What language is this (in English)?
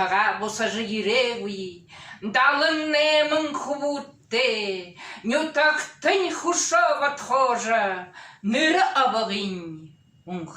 Buriat